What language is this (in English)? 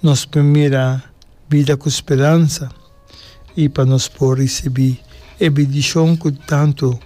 Papiamento